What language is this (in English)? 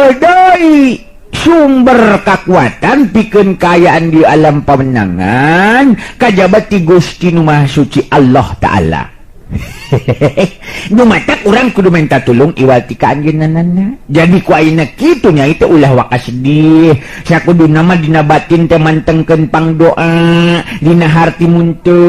Sundanese